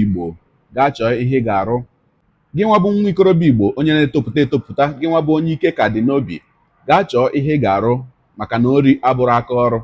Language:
Igbo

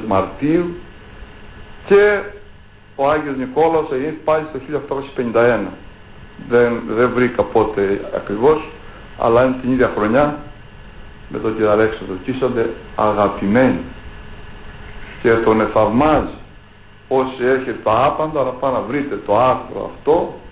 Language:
Greek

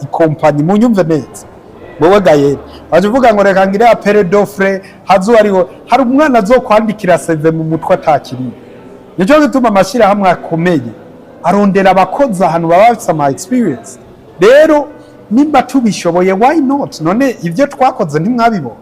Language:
Rundi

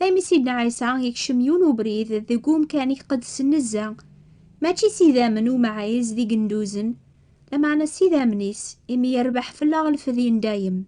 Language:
Kabyle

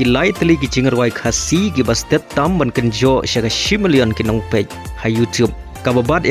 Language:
Khasi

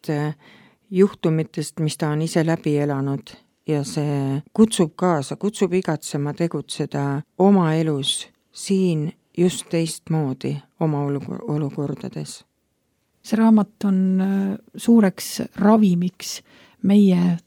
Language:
Estonian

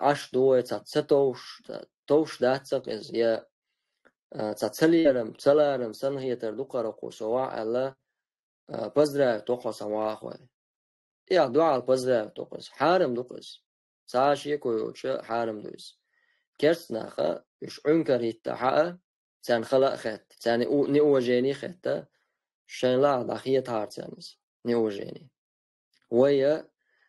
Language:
Chechen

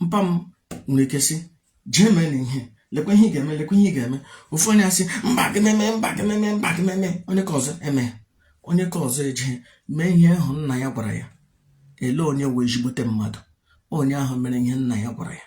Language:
Igbo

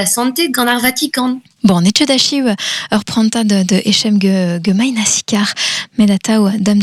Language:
Breton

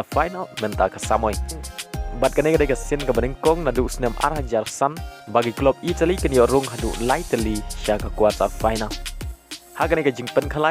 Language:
Khasi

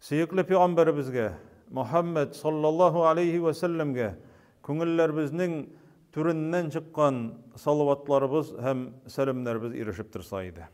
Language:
Tatar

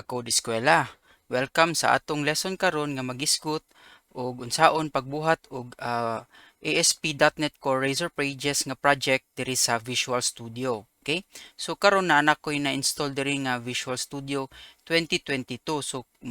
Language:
Cebuano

